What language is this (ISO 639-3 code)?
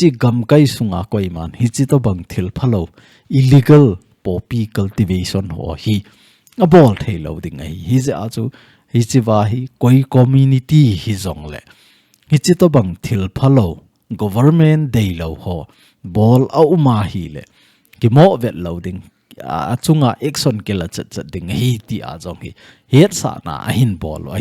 tcz